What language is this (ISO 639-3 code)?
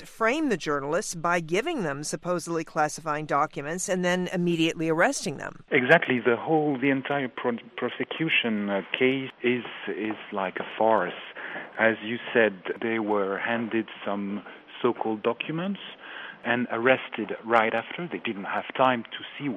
eng